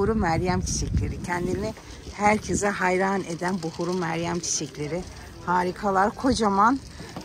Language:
Turkish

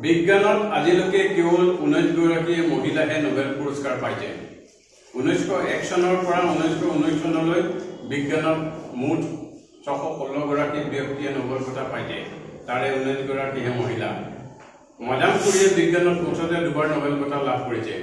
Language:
Assamese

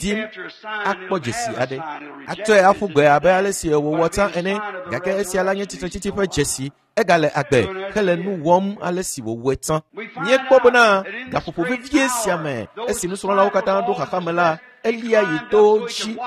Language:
Ewe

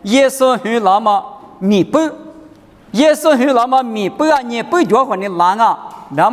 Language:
Lisu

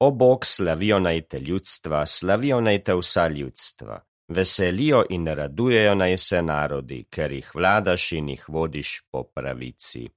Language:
Slovenian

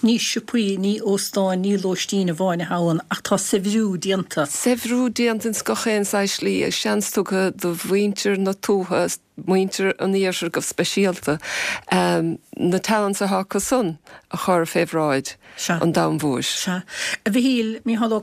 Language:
Irish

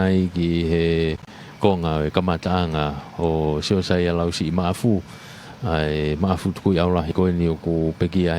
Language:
Tongan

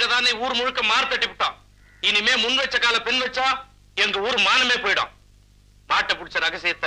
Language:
Tamil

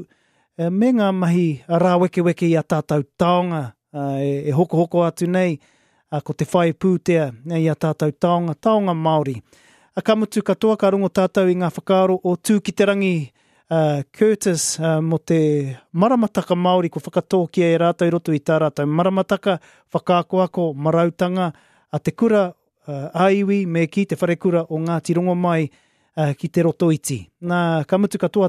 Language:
Māori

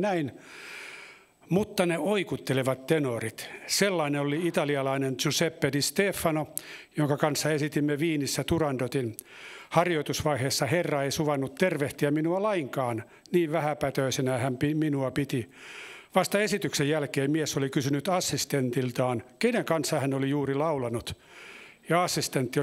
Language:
Finnish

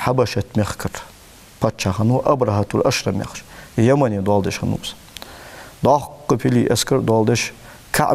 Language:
Ingush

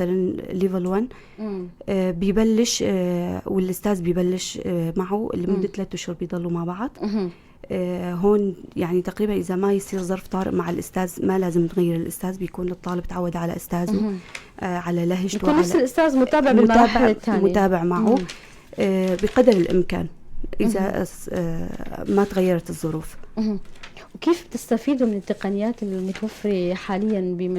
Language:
North Levantine Arabic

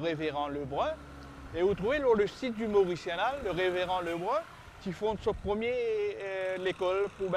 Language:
Morisyen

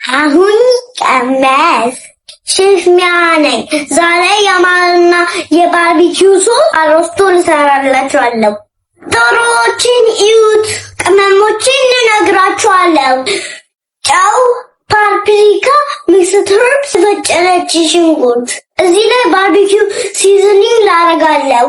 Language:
Amharic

